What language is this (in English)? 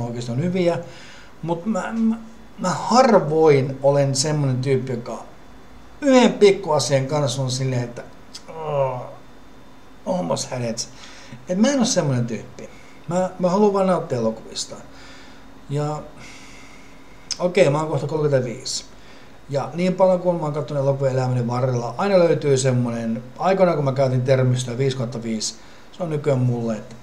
Finnish